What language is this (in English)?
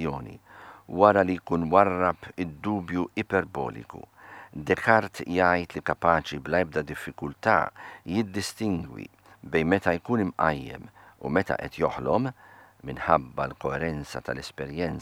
Maltese